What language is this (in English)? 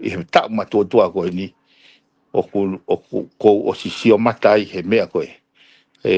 Tongan